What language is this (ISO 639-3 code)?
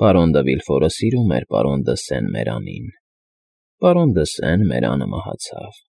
hye